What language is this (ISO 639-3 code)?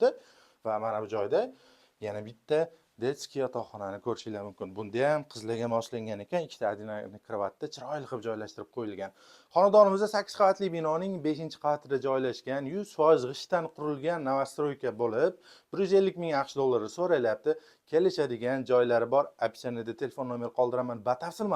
uzb